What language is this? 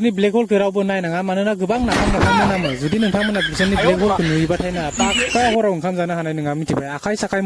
Bodo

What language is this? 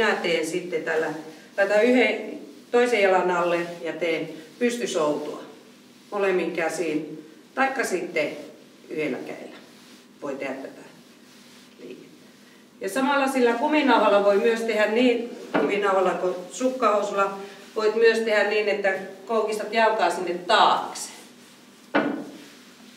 Finnish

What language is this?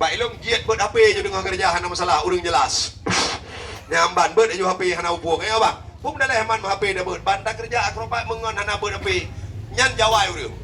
Achinese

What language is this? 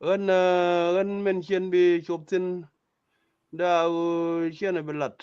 Nuer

